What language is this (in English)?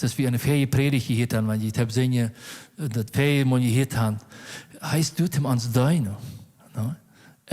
Plautdietsch